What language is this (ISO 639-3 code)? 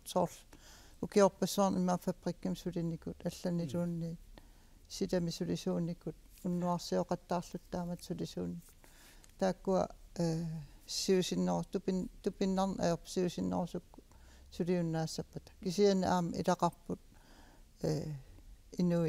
kal